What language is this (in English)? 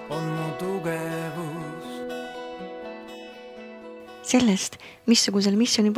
Estonian